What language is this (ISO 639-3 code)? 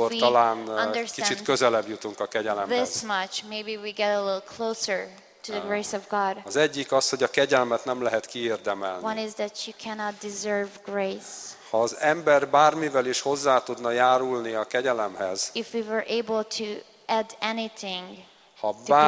hun